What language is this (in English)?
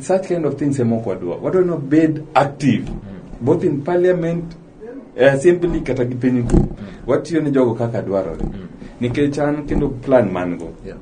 Luo (Kenya and Tanzania)